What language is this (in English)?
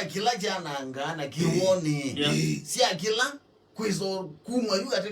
Kamba